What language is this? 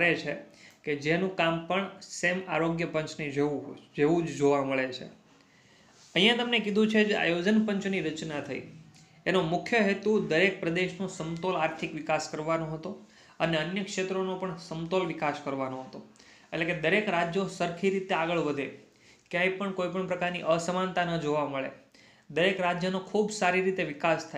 Gujarati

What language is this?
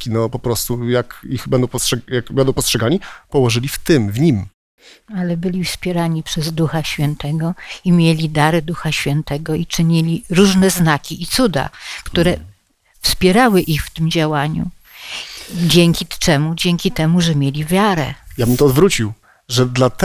Polish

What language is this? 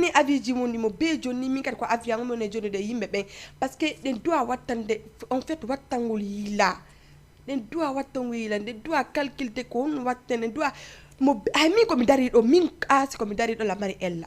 Fula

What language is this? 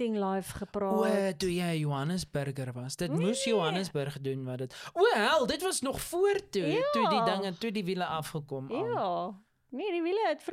Afrikaans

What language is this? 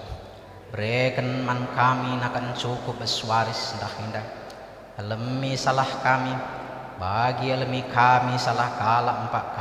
Batak Karo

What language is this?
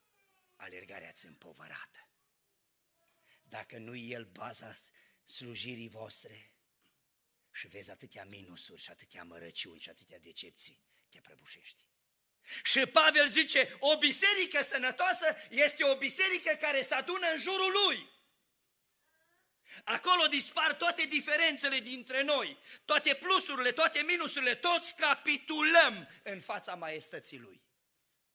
Romanian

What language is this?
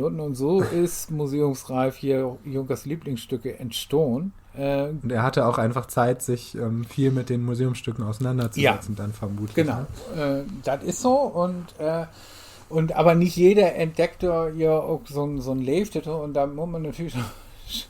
Low German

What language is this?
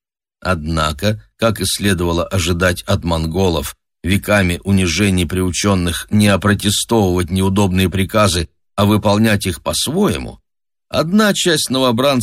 Russian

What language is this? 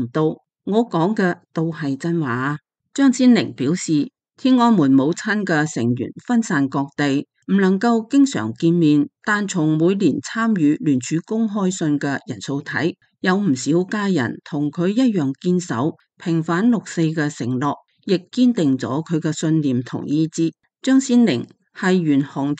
Cantonese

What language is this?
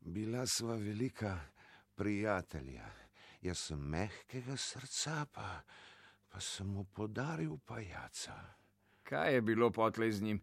Slovenian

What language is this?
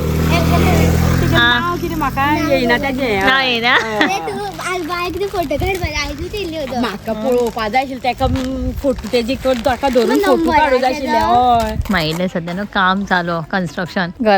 Konkani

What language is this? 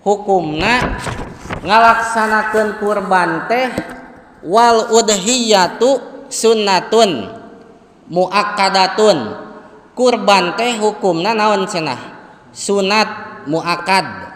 Sundanese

